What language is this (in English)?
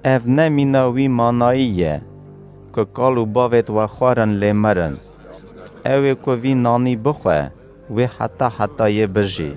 Kurdish